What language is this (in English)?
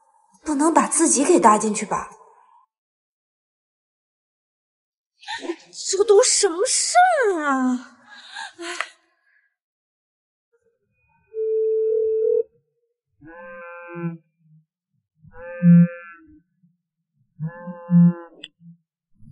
Chinese